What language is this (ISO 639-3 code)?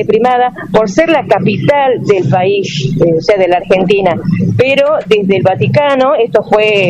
spa